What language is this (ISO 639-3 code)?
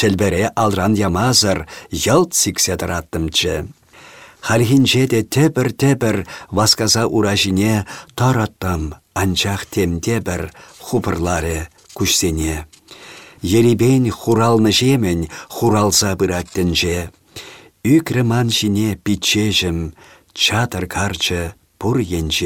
chv